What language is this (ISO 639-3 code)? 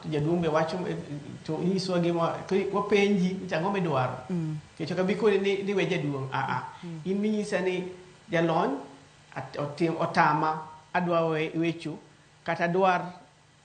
luo